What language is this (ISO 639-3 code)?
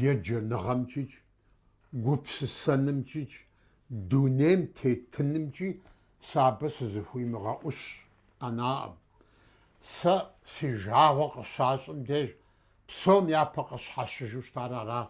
kbd